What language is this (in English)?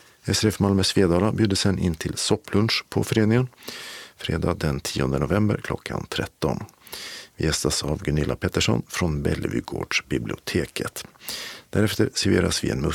Swedish